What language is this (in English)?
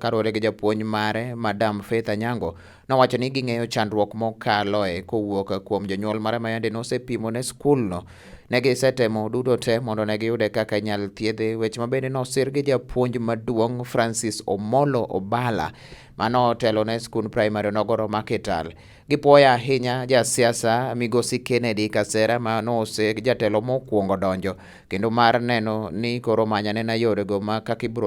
Luo (Kenya and Tanzania)